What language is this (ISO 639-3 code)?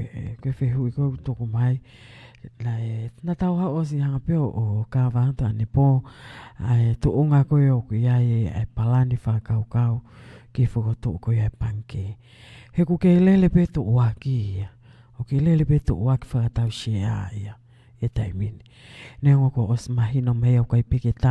ton